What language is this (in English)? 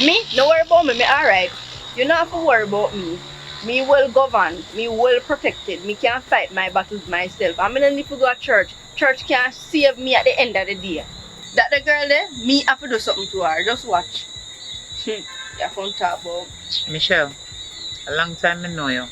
Jamaican Creole English